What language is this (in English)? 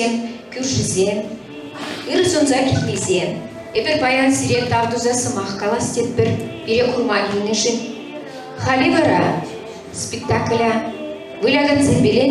Chuvash